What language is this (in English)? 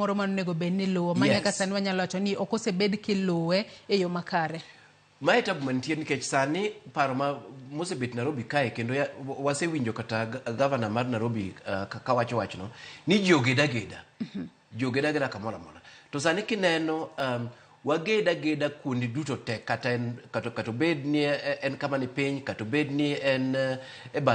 Luo (Kenya and Tanzania)